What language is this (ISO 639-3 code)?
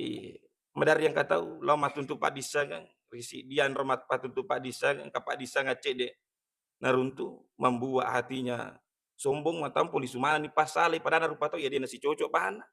bug